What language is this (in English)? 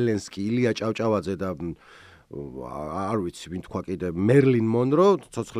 Georgian